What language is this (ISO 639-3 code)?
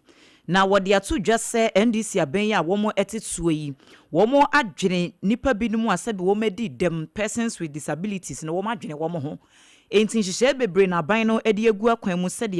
aka